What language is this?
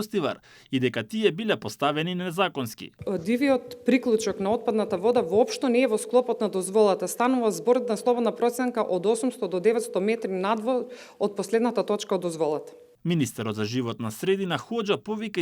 Macedonian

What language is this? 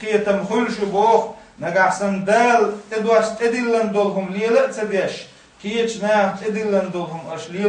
Chechen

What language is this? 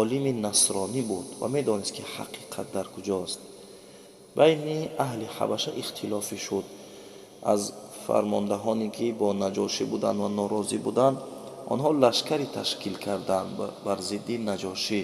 Tajik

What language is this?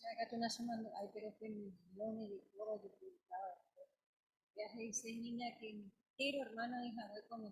Guarani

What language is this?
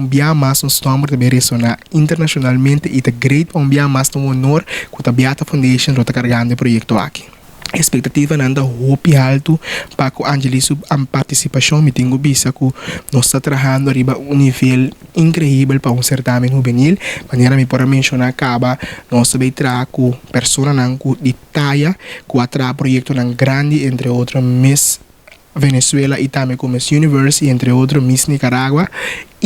Papiamento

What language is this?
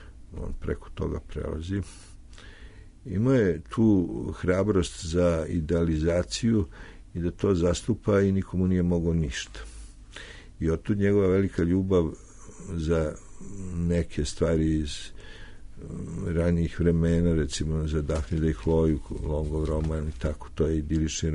Serbian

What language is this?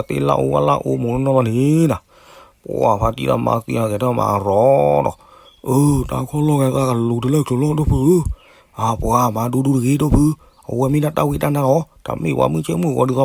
S'gaw Karen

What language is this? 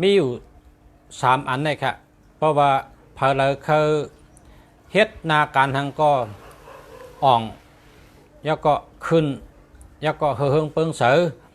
Shan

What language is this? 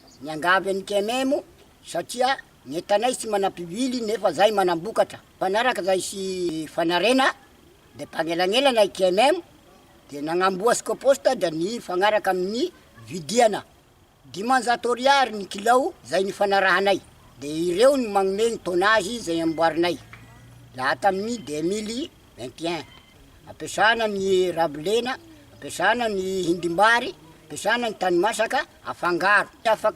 Malagasy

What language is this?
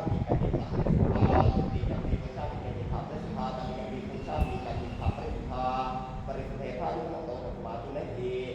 Pali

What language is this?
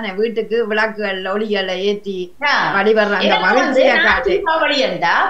Tamil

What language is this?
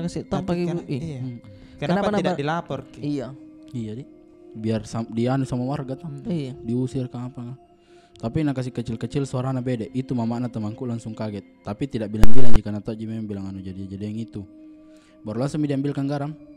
Makassar Malay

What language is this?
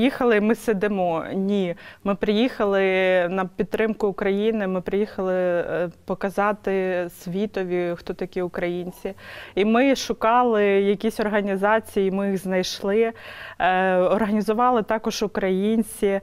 Ukrainian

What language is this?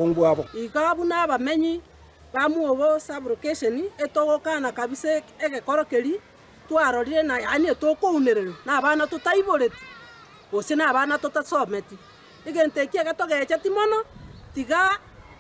Gusii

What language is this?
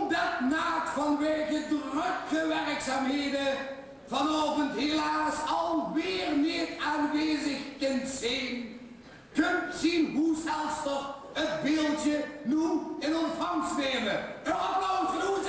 Limburgish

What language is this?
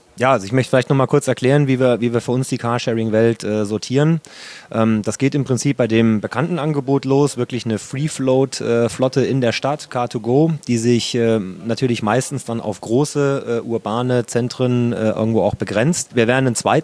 German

